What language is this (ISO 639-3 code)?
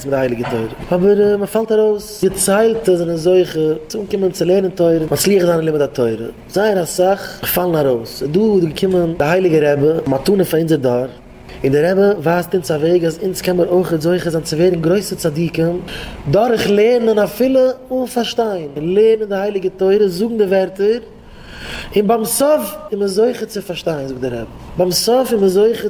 yid